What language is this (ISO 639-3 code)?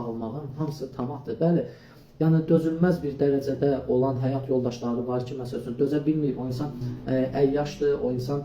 aze